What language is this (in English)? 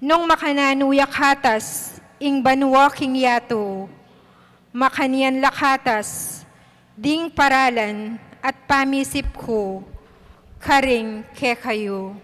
Pampanga